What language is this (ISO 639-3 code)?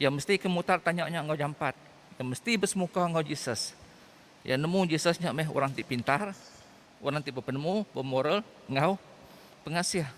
iba